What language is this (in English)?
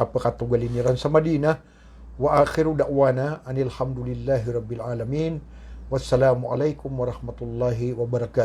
Maranao